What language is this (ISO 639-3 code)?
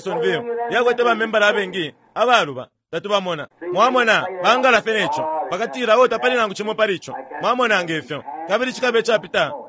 bem